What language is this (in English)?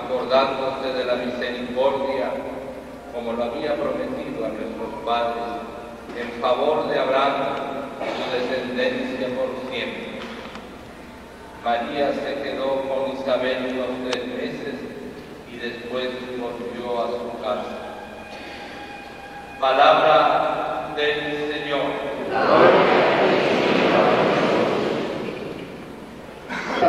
Spanish